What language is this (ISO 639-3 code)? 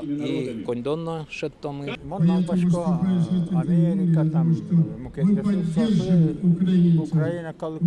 udm